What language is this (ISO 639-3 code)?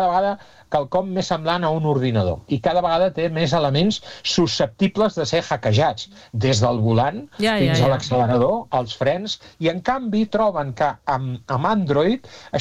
cat